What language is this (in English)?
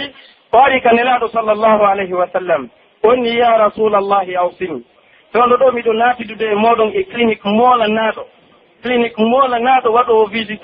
Pular